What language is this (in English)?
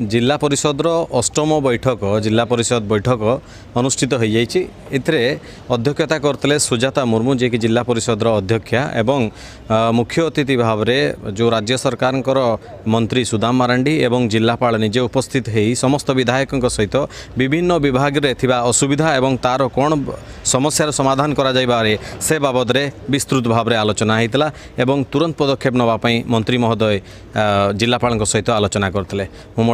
Odia